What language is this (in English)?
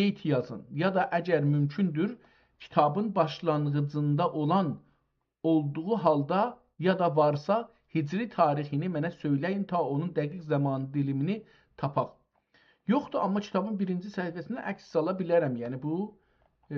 South Azerbaijani